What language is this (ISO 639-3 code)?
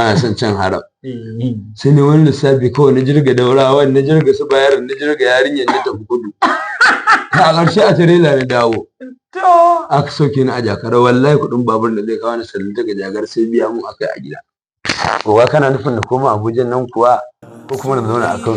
hau